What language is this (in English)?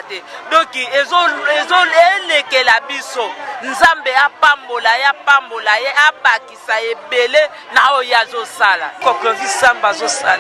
Lingala